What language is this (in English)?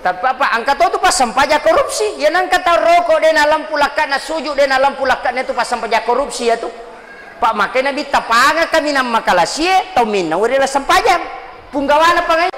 Buginese